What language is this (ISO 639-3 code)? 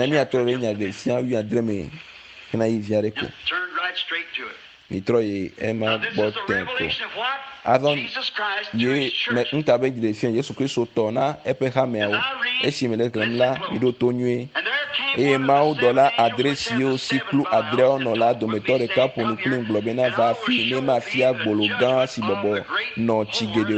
ewe